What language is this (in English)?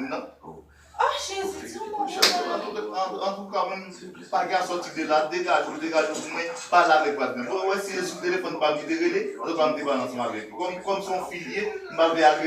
Haitian Creole